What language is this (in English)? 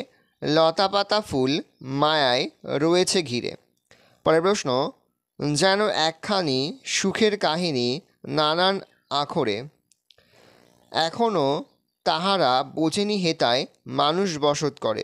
Bangla